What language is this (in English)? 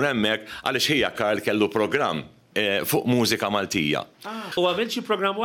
Maltese